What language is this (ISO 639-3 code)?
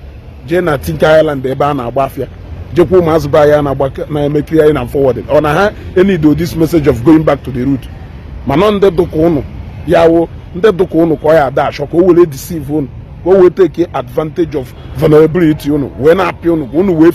ibo